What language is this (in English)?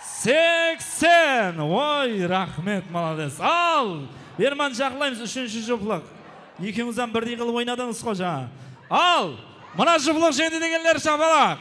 Kara-Kalpak